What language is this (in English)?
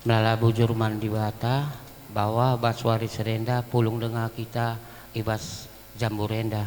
Batak Karo